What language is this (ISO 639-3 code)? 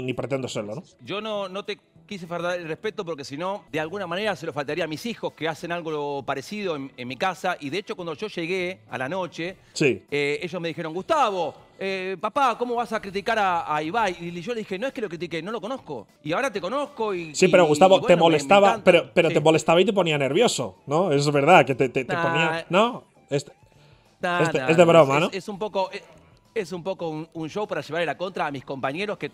spa